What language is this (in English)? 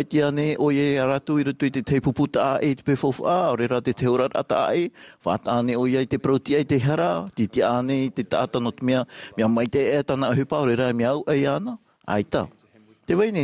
Tahitian